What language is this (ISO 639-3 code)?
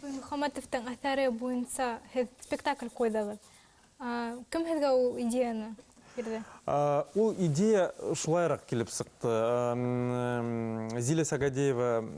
bak